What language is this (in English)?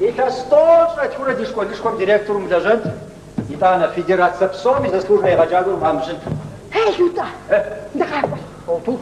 Kabardian